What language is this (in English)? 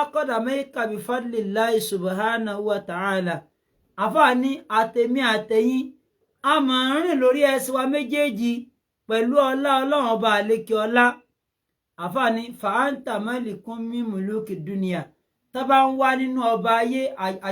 Yoruba